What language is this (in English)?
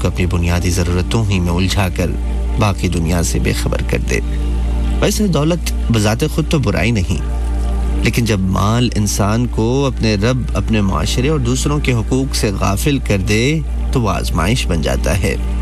Urdu